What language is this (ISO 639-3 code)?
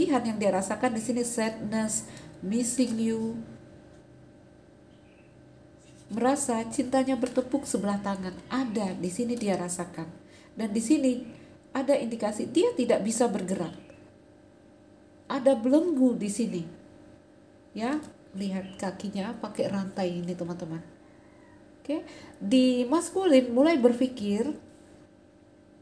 ind